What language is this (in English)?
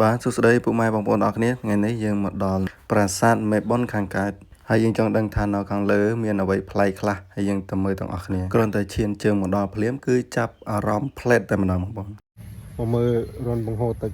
Khmer